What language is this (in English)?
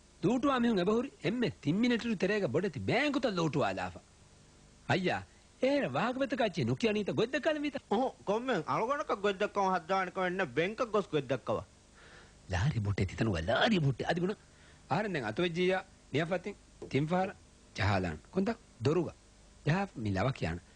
Divehi